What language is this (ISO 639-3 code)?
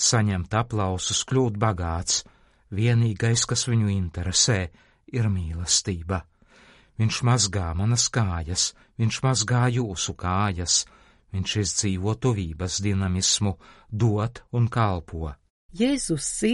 lav